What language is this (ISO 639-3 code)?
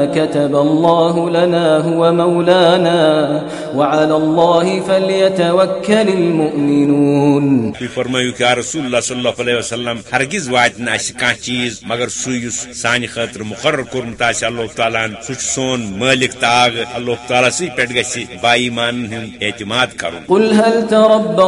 kas